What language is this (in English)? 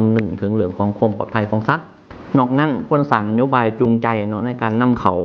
Lao